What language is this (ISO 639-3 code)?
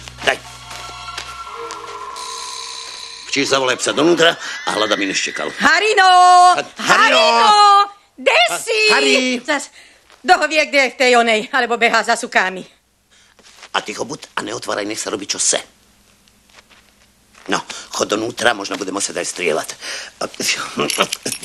slk